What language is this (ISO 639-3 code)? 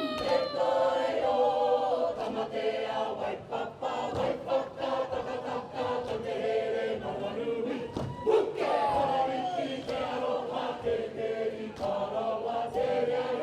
mri